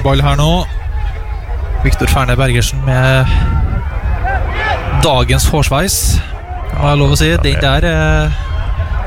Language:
Norwegian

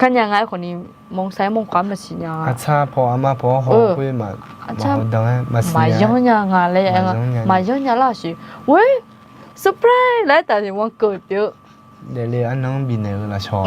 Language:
Akha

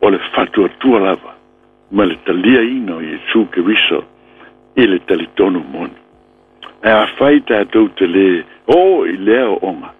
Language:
Samoan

